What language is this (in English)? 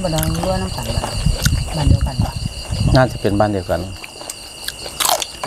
Thai